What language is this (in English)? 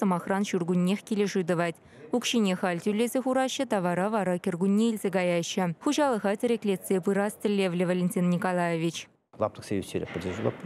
Chuvash